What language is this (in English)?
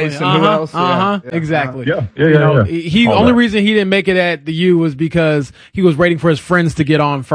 English